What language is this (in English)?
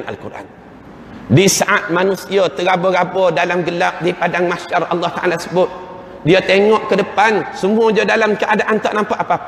Malay